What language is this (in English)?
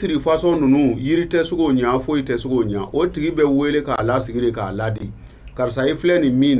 Bambara